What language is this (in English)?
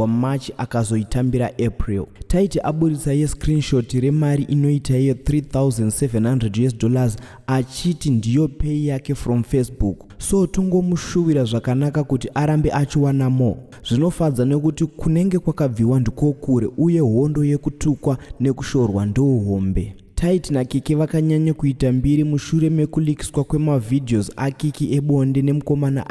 Shona